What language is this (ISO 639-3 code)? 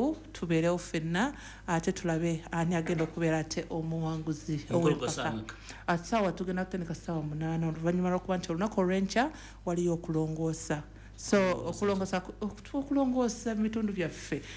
lug